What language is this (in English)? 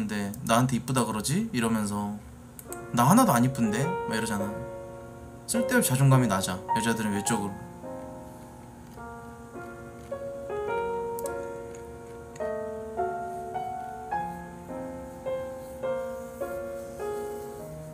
Korean